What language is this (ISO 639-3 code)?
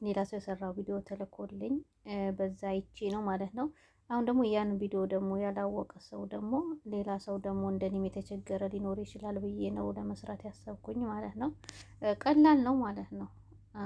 amh